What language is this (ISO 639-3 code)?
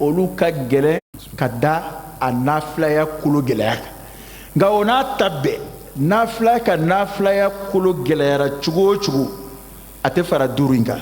bam